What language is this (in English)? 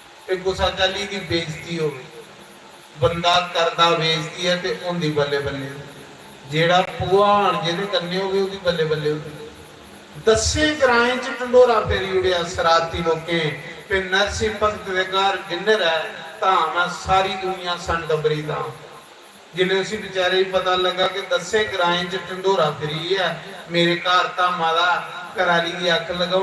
Dogri